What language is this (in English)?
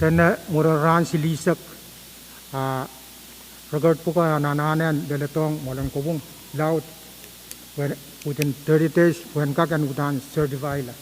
Pohnpeian